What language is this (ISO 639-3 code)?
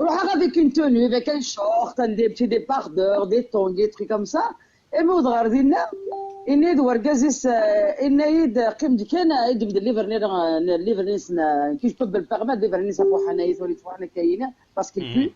kab